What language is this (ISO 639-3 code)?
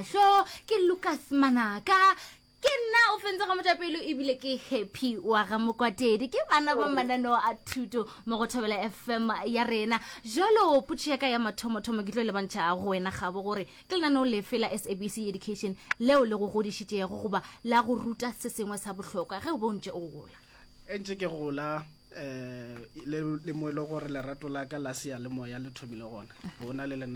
nso